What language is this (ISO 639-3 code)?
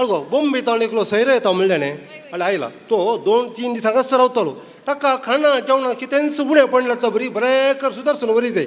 kok